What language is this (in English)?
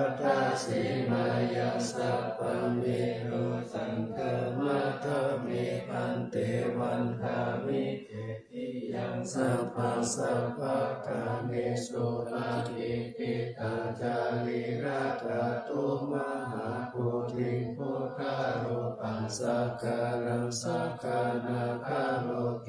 Pali